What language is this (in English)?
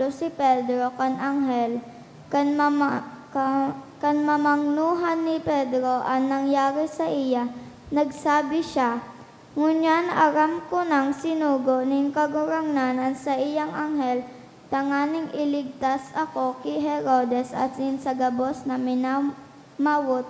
Bikol